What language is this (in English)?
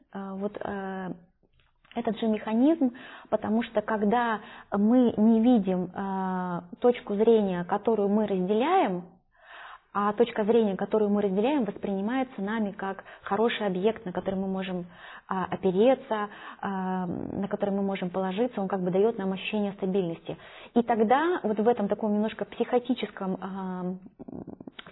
Russian